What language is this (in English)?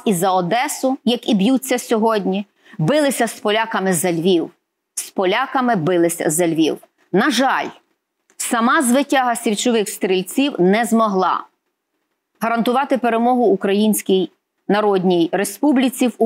Ukrainian